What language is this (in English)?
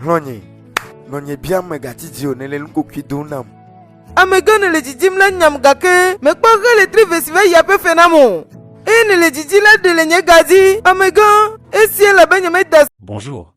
Ewe